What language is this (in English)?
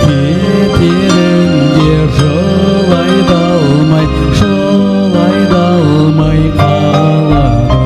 Kara-Kalpak